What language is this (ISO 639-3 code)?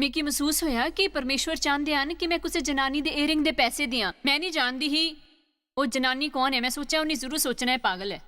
doi